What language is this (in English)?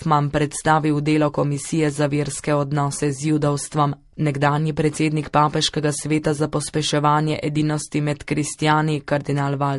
Slovenian